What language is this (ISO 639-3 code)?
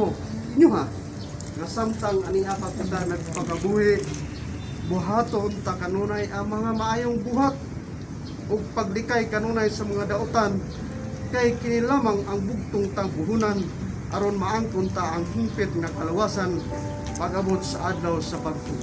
ceb